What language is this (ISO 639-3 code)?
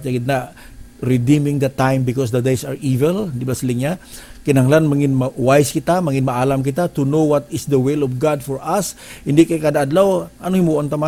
hil